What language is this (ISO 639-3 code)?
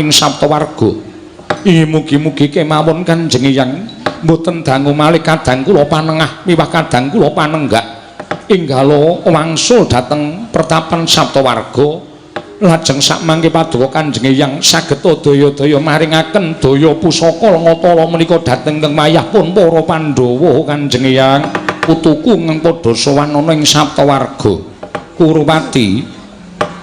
jav